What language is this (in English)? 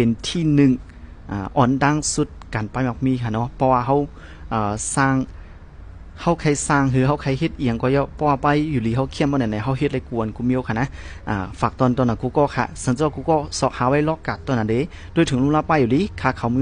Shan